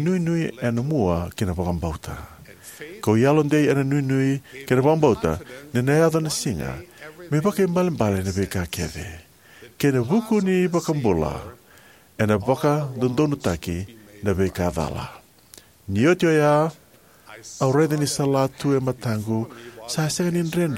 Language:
Fijian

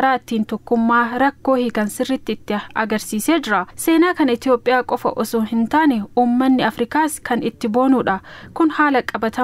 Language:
Oromo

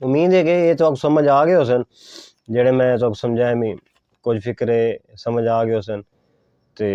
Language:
Saraiki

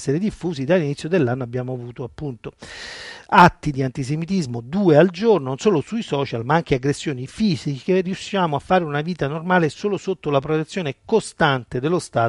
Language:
Italian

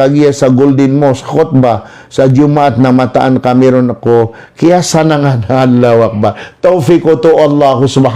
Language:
Maranao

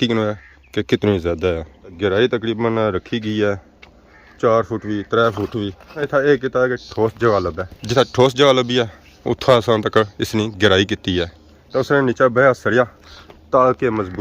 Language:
Pahari-Potwari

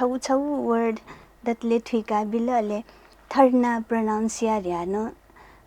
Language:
Newari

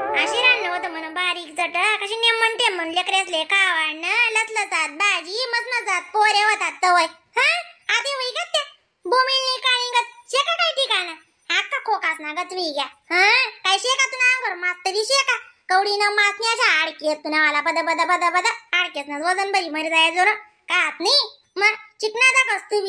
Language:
Khandesi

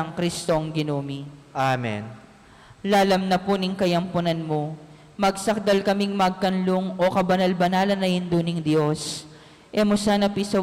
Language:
Pampanga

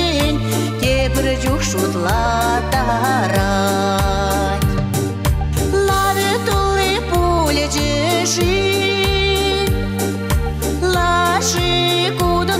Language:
Chuvash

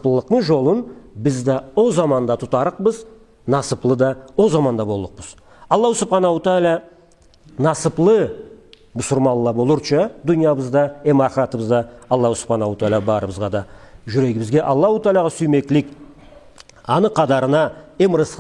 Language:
Karachay-Balkar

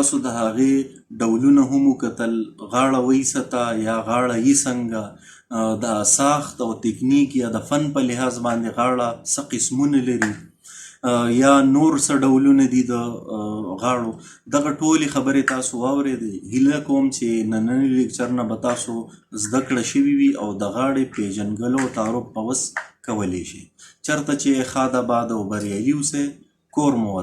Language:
Pashto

